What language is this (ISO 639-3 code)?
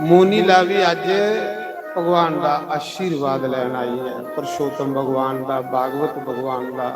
doi